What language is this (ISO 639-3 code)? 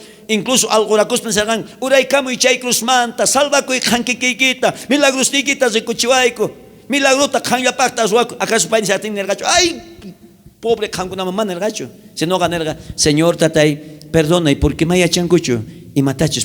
quh